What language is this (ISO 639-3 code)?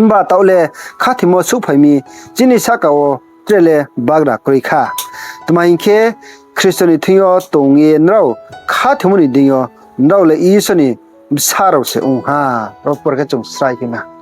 ria